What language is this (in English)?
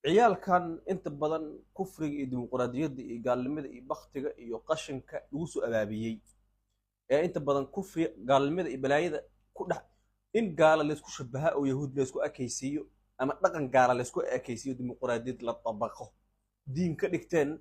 Somali